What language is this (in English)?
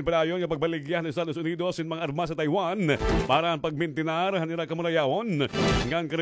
Waray